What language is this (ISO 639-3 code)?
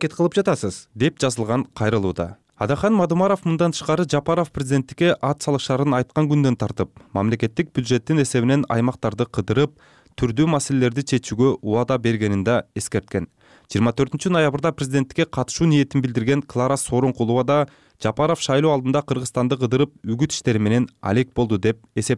kir